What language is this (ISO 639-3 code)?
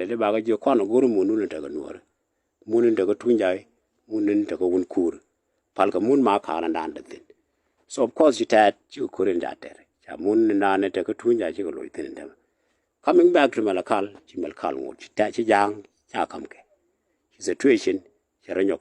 nus